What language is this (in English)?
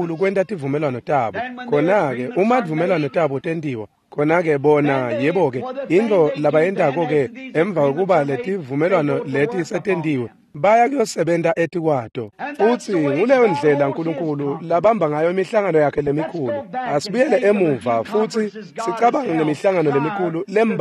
Swati